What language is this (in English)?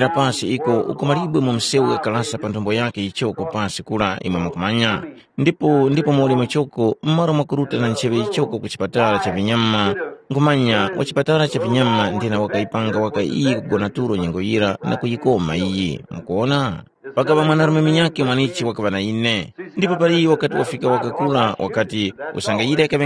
Tumbuka